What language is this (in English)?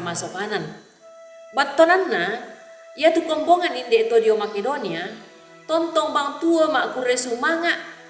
Toraja-Sa'dan